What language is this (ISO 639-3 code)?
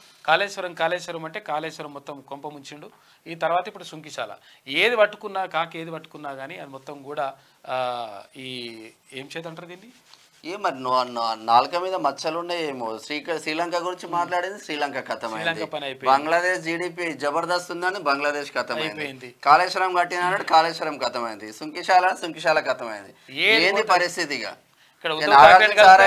tel